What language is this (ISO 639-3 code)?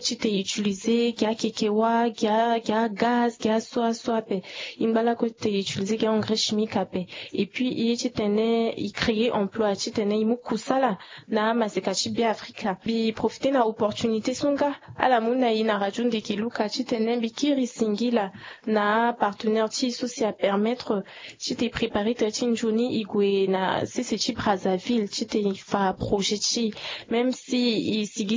sag